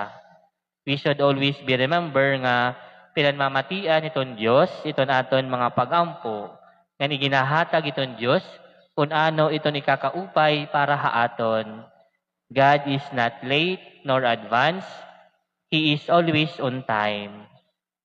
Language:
Waray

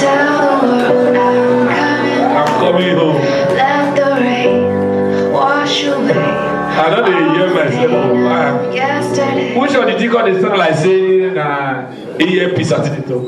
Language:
Nigerian Pidgin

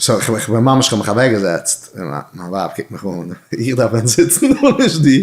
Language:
Yiddish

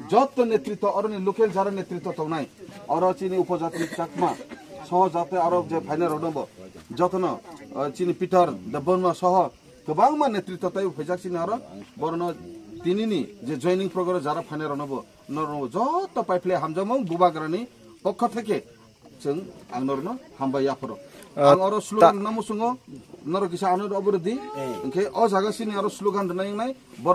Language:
Kok Borok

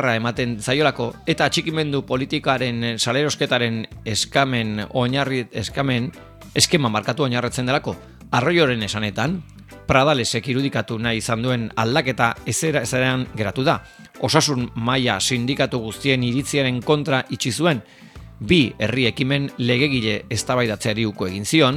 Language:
Basque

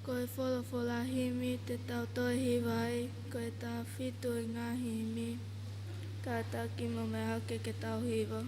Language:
Tongan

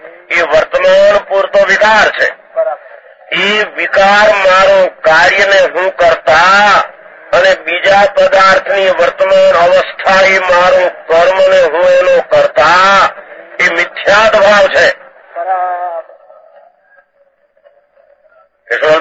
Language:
Gujarati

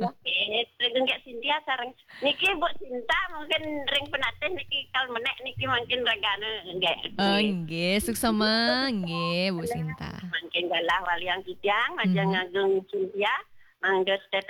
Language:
Balinese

